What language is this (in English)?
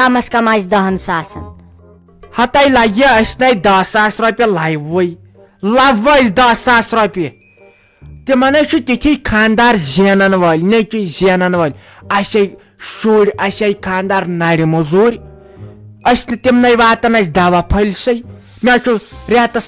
Kashmiri